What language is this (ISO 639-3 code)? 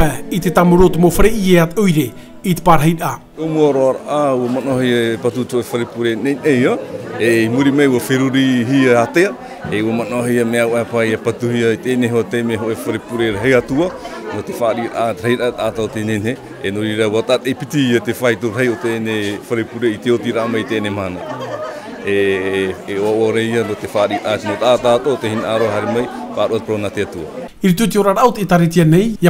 tah